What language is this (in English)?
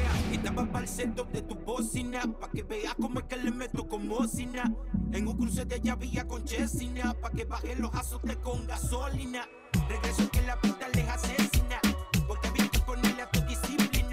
Spanish